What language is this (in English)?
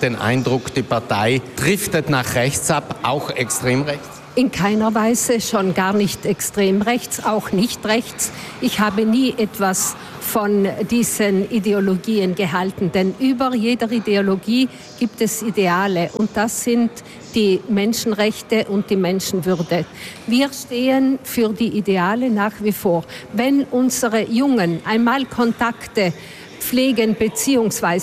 German